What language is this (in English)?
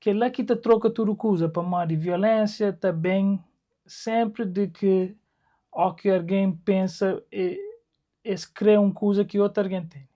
Kabuverdianu